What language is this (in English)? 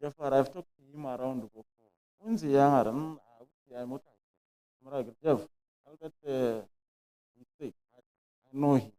Tswana